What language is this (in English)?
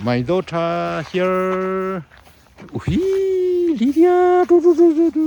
Hakha Chin